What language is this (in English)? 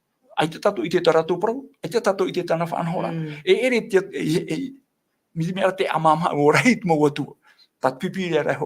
Tahitian